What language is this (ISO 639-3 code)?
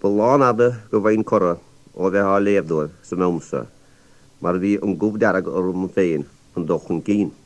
gle